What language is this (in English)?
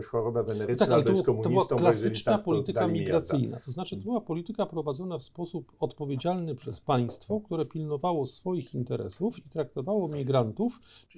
Polish